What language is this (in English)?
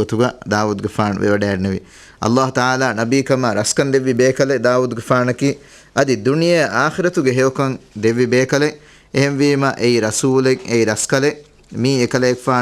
Divehi